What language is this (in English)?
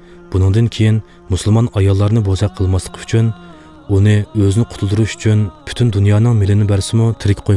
Uyghur